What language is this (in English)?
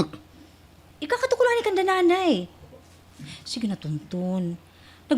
Waray